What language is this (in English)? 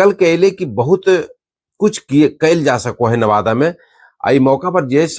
Magahi